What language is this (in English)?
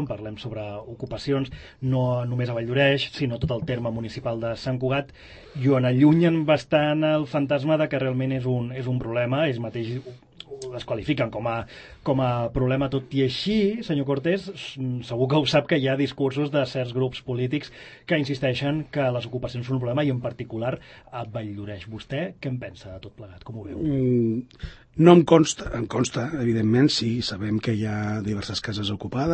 Catalan